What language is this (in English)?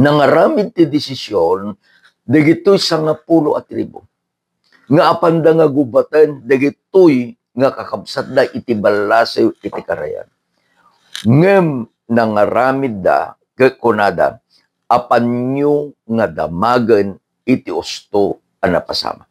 Iloko